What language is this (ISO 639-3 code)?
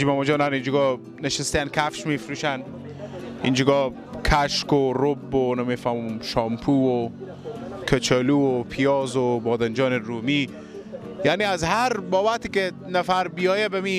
fas